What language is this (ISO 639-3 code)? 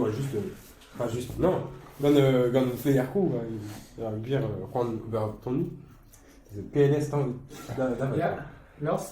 bre